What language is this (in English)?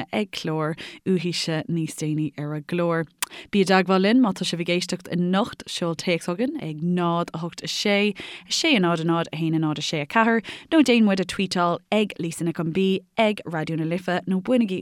Irish